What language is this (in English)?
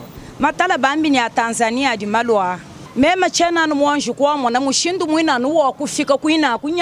Luba-Lulua